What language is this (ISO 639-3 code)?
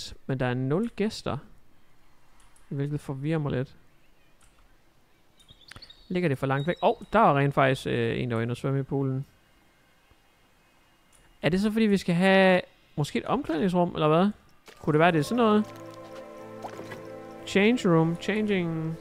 dan